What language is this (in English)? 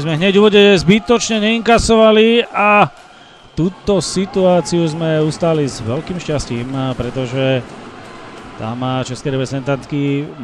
Slovak